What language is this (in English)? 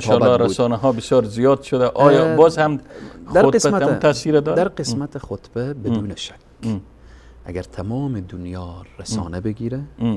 Persian